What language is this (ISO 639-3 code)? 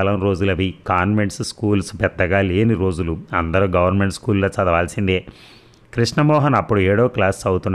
tel